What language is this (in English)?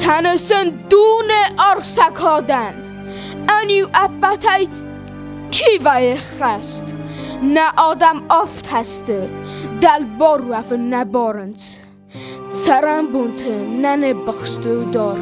Ossetic